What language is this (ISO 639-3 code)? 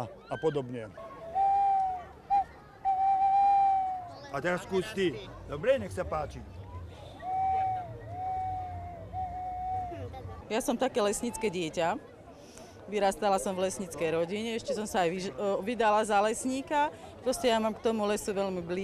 slk